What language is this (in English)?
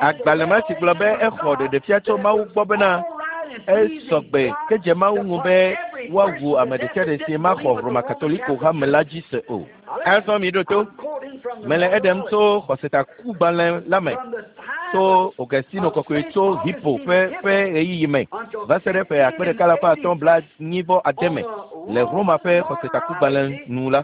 Ewe